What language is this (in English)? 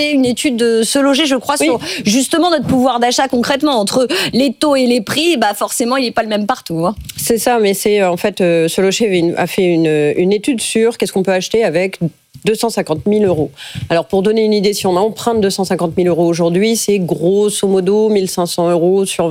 French